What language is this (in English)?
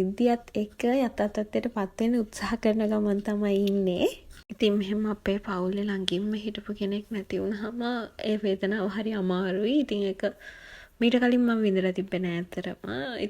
Sinhala